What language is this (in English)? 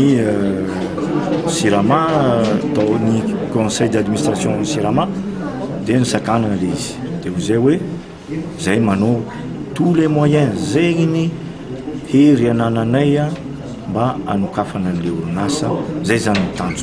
Malagasy